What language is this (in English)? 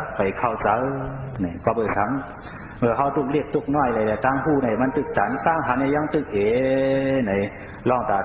Shan